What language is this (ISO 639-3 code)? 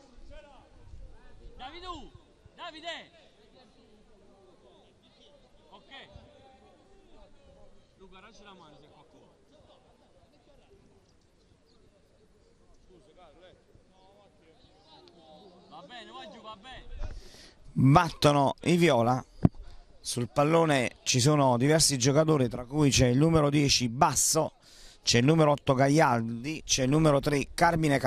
ita